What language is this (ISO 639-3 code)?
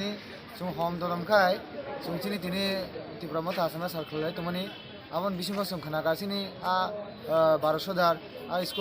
ria